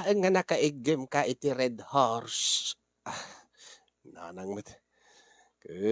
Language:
Iloko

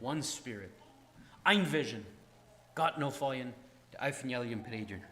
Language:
Plautdietsch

